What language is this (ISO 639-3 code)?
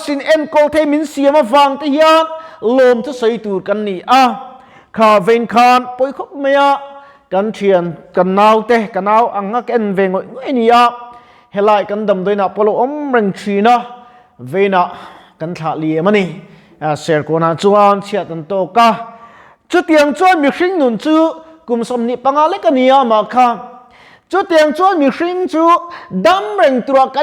lus